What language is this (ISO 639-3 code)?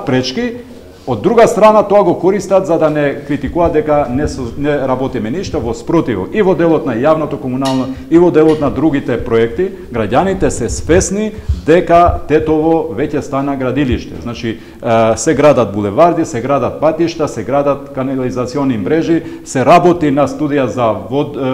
mkd